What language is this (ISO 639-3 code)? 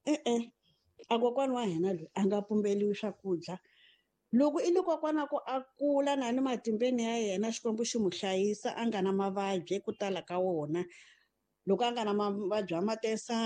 tso